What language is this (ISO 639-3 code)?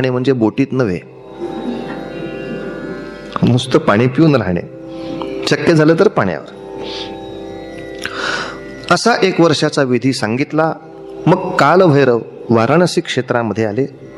mar